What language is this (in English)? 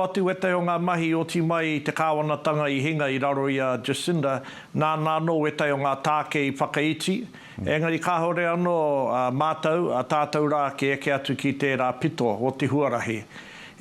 Māori